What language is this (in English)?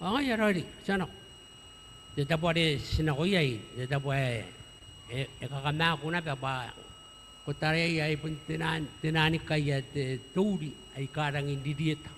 Gilbertese